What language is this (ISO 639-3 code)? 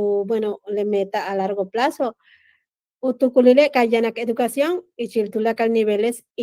yua